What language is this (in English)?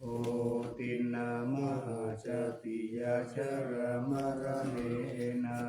Pali